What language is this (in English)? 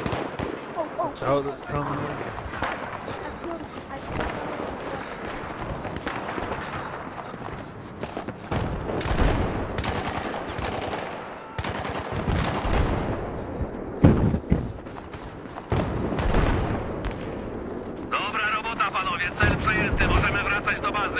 Polish